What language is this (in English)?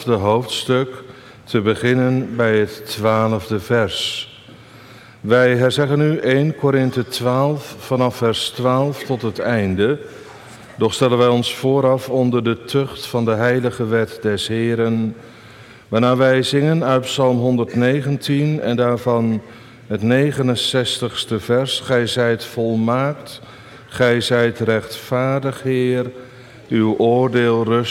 Dutch